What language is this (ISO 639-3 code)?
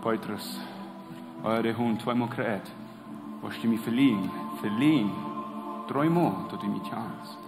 pdt